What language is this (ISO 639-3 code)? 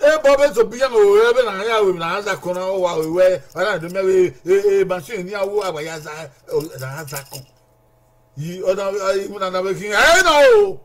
bin